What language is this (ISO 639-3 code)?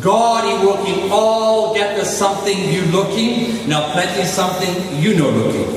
tpi